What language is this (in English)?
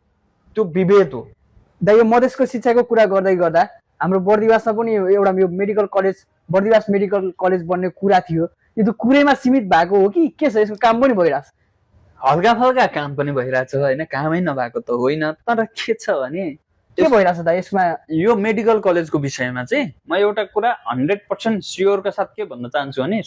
Nepali